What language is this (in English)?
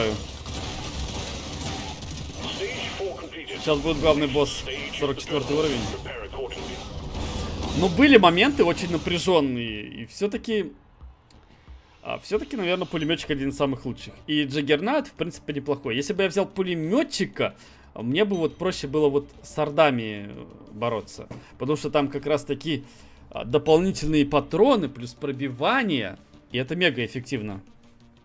Russian